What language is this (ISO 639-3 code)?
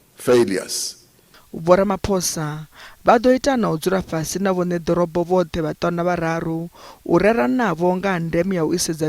ven